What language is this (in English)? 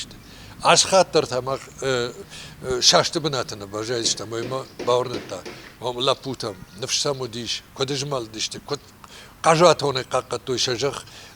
Ossetic